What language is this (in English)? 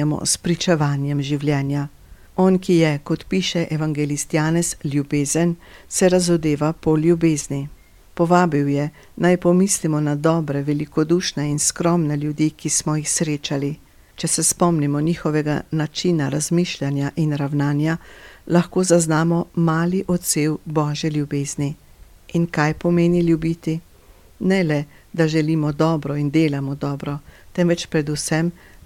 Slovenian